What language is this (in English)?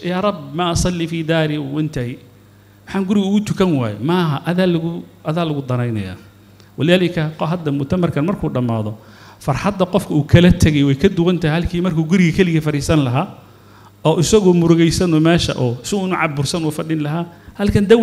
Somali